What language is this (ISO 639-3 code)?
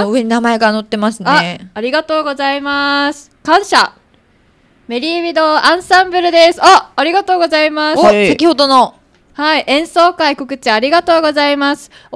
jpn